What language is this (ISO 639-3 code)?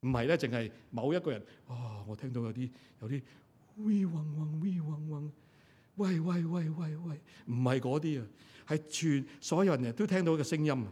yue